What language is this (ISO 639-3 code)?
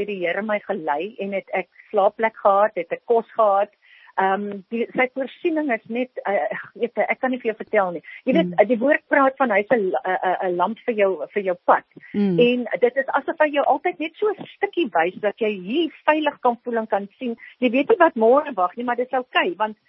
afr